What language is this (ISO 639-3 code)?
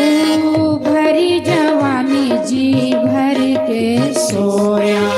doi